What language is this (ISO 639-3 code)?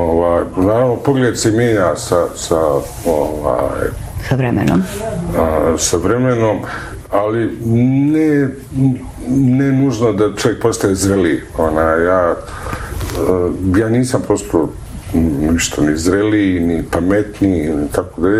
bos